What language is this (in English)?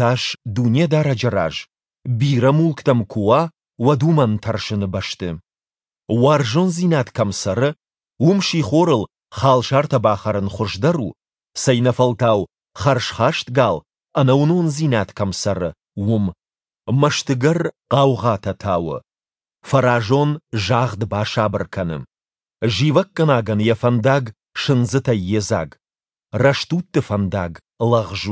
Ossetic